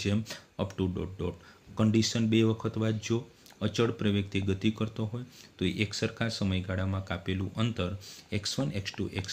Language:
Gujarati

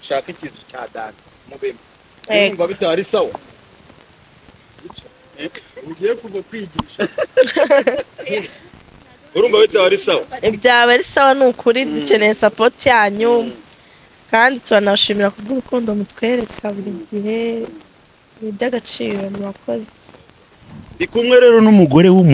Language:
Kinyarwanda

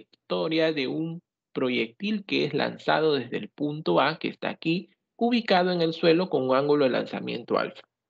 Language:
Spanish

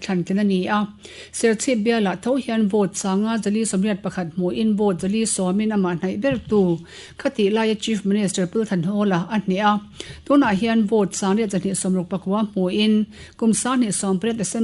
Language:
Mizo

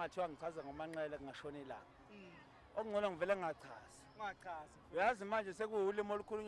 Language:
Zulu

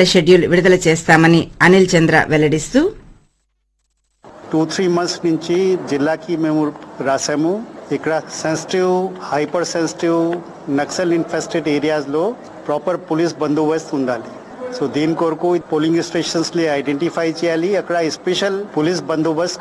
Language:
Telugu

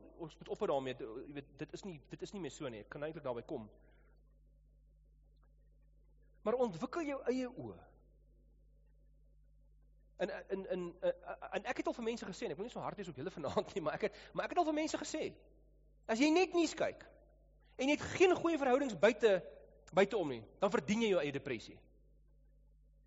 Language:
Afrikaans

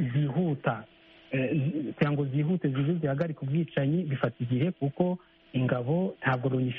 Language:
Kinyarwanda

